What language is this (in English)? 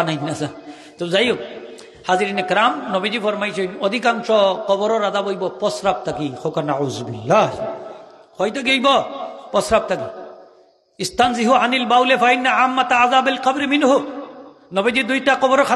Sylheti